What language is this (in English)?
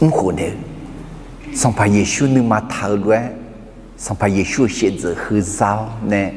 Akha